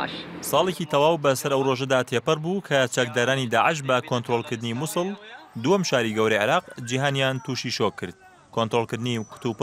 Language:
Central Kurdish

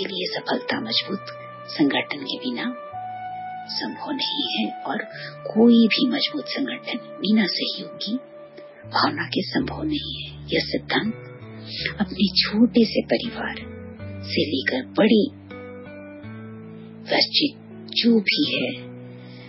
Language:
Hindi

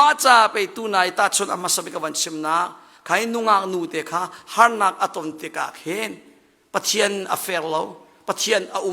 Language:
Hakha Chin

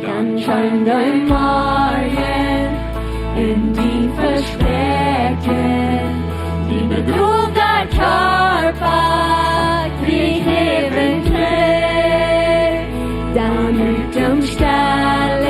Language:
Plautdietsch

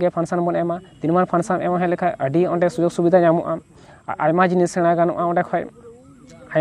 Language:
Santali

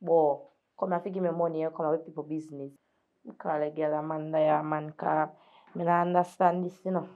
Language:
Jamaican Creole English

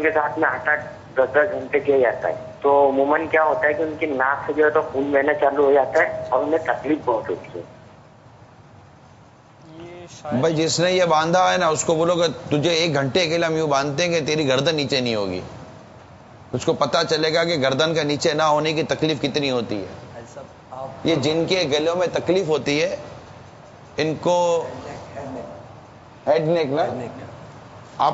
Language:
Urdu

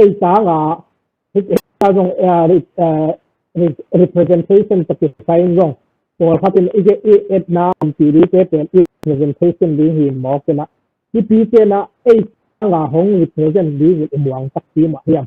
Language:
Tedim Chin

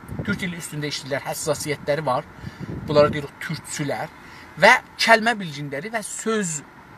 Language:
South Azerbaijani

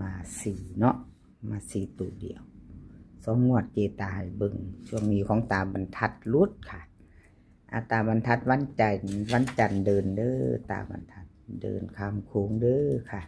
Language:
Northeastern Thai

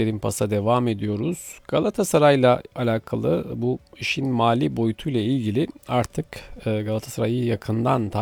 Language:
Turkish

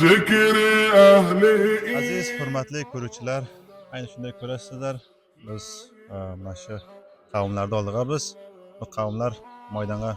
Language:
Uzbek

